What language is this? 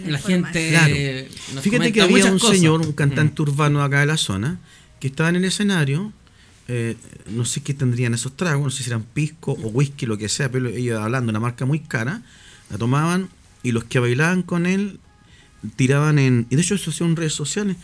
Spanish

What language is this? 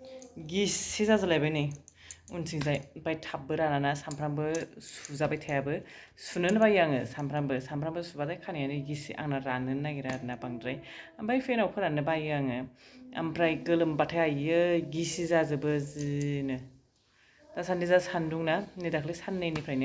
Bodo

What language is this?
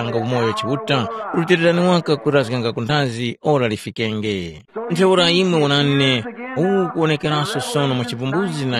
Tumbuka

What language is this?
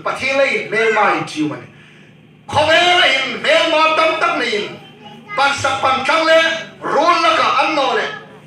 Hmar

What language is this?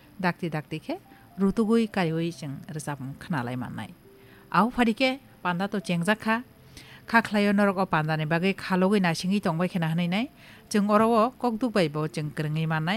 Kok Borok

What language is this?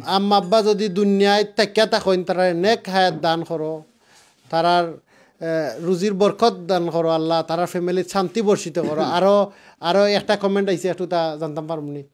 Sylheti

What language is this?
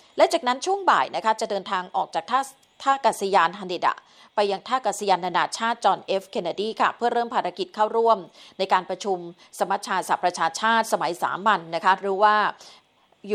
Thai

